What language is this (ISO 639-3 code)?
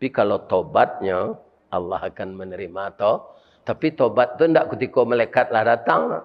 min